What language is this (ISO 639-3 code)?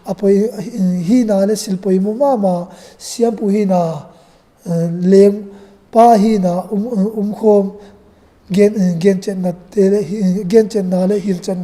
ctd